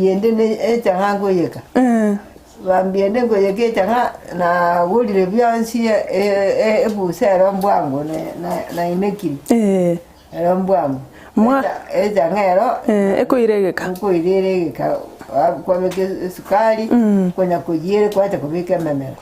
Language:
Gusii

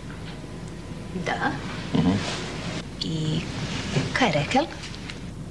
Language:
Croatian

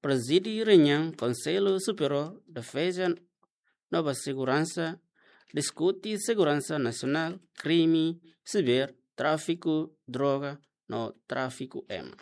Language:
Tetum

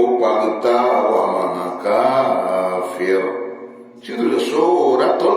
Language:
Maranao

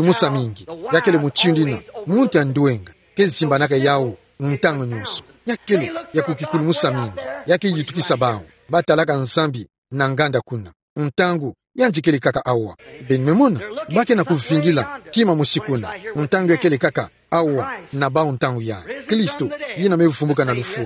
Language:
Kituba (Democratic Republic of Congo)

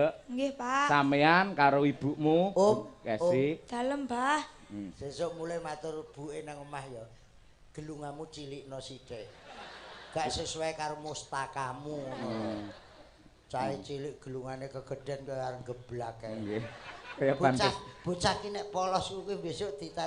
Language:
Javanese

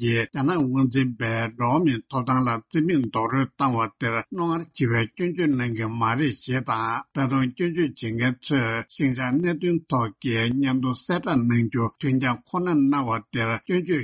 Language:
Tibetan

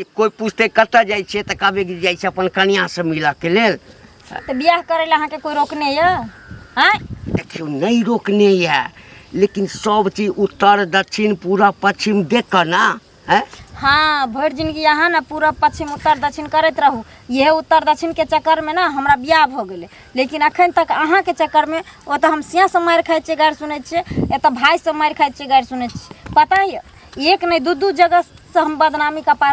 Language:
Maithili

